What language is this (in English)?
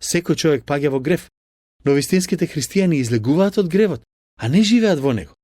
Macedonian